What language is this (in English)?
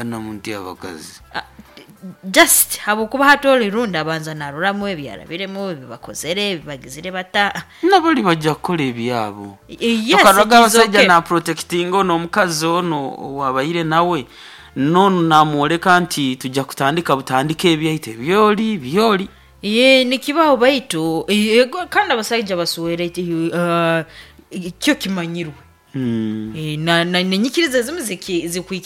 Nyoro